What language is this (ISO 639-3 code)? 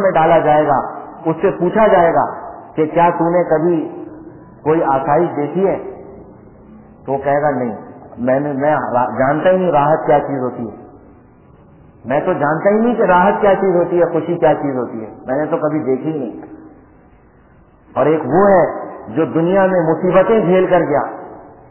urd